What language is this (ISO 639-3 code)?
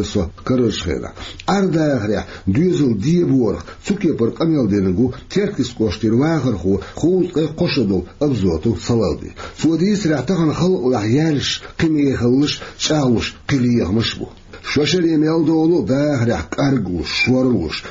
che